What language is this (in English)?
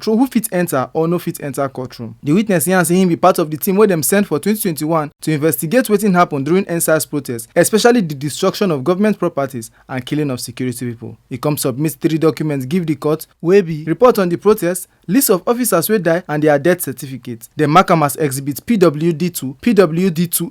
Nigerian Pidgin